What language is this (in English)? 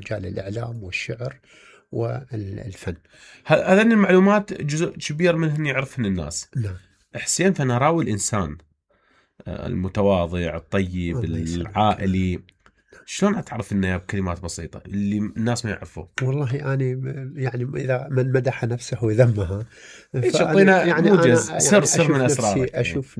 Mesopotamian Arabic